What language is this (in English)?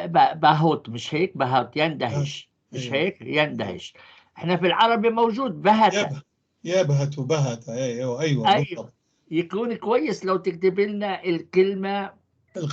North Levantine Arabic